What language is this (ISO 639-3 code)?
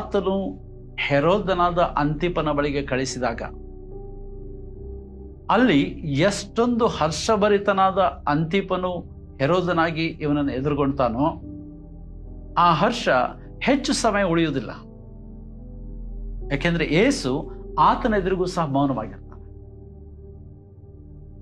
kan